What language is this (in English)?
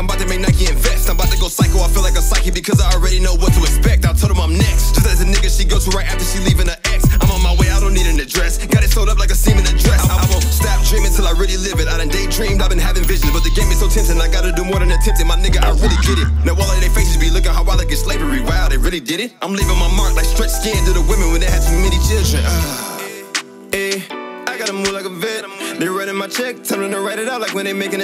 English